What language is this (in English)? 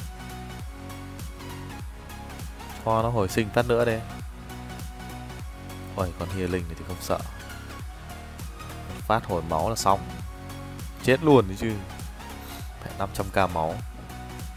Vietnamese